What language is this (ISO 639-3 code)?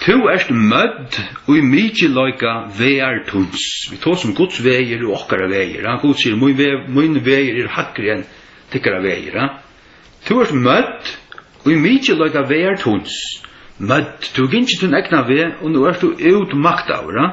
fao